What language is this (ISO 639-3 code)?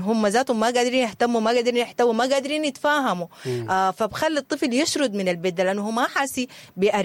apd